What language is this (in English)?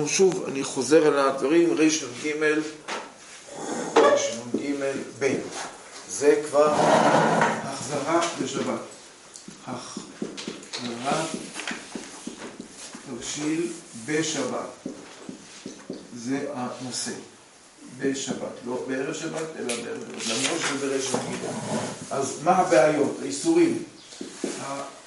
Hebrew